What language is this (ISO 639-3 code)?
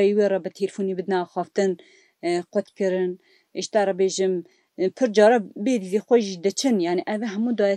kur